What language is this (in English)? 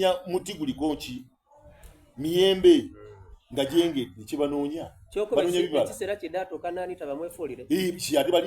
Soga